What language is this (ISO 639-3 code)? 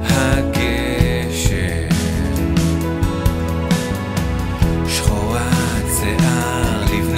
heb